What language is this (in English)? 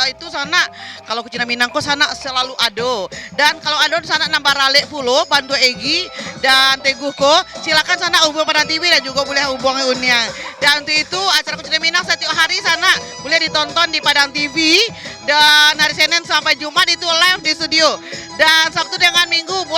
Minangkabau